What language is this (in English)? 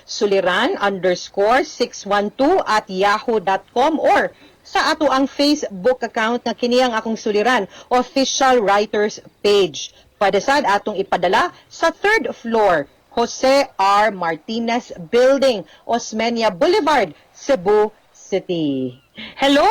Cebuano